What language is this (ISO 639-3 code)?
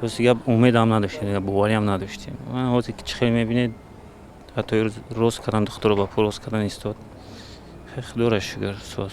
tgk